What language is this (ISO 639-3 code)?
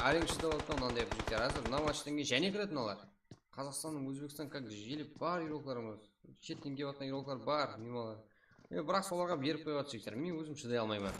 kaa